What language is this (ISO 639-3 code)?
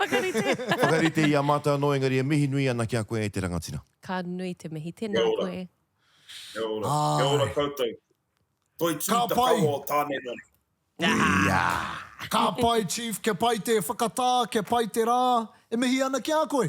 mri